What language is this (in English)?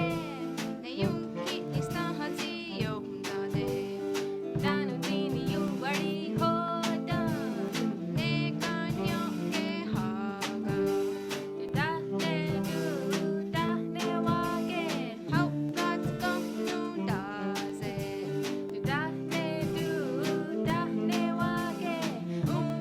Mohawk